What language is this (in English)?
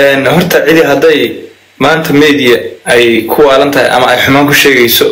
Somali